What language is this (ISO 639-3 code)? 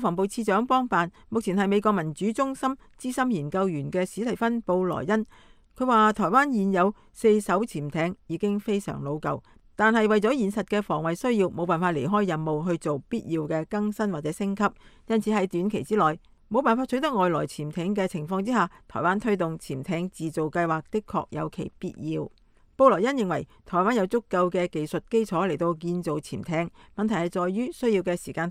yue